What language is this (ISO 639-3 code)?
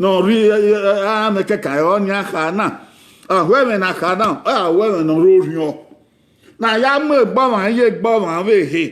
bin